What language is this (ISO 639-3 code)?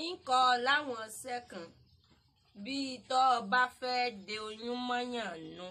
yor